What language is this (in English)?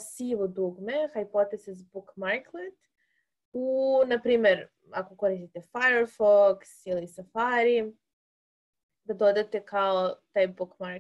Serbian